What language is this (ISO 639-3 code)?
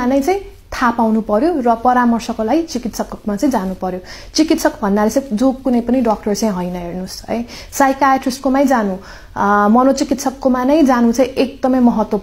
nep